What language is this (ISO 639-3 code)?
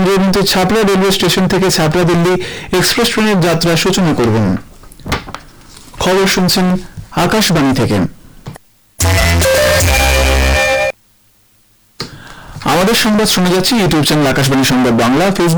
ben